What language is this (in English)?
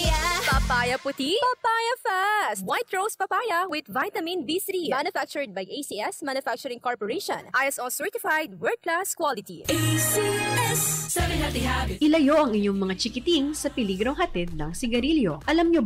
Bikol